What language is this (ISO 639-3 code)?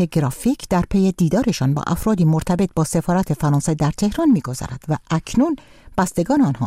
fas